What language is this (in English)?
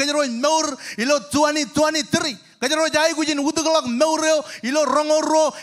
Marshallese